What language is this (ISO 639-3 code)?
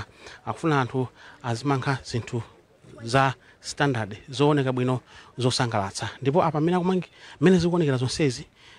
nya